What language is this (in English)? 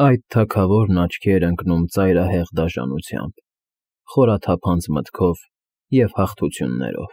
Armenian